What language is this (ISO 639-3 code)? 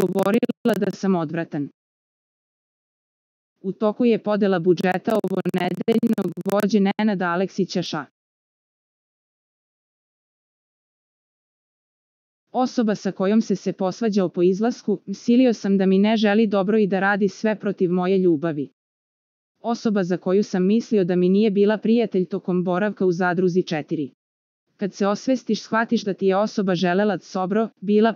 srp